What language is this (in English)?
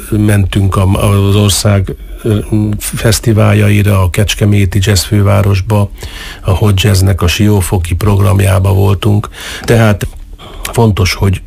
Hungarian